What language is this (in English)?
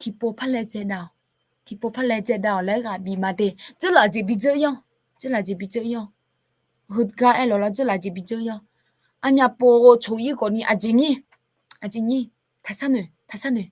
Akha